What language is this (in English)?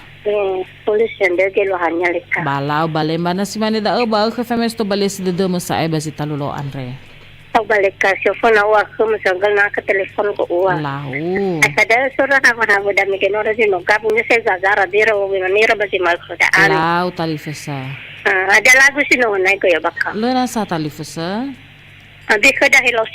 Nias